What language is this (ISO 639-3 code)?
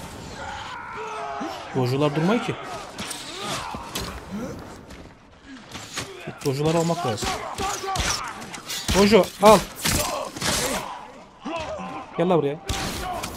tur